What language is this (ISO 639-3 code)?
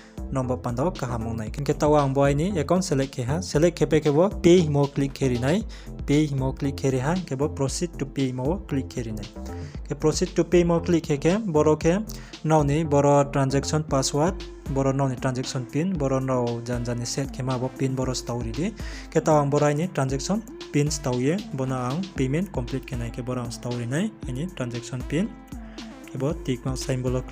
ria